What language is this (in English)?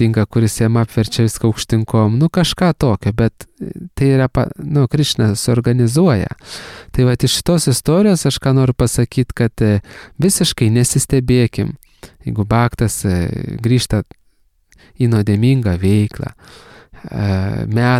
Lithuanian